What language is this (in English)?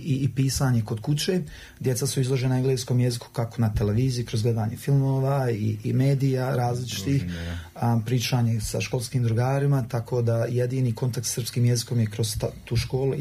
Serbian